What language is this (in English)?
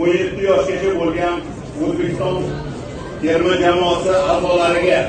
Uzbek